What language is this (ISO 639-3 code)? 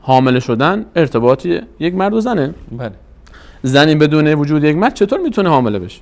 fas